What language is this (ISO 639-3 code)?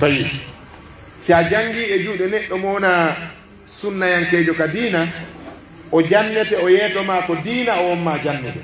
fuf